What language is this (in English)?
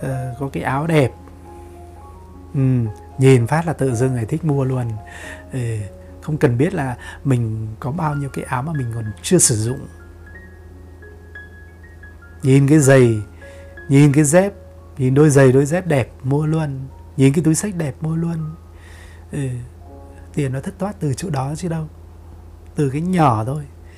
Vietnamese